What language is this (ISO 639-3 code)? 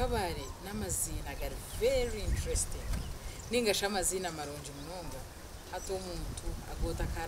nyn